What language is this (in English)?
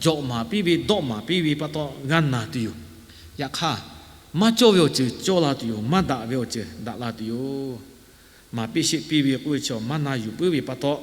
Lahu